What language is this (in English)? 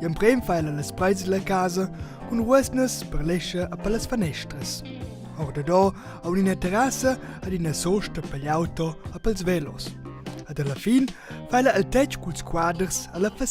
Romansh